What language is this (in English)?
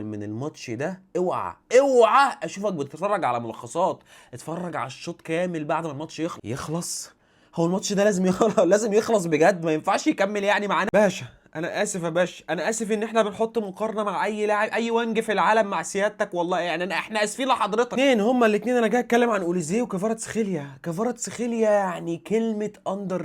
Egyptian Arabic